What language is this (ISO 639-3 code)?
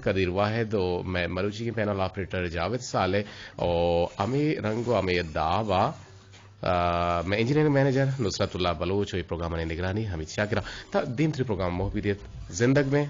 bgp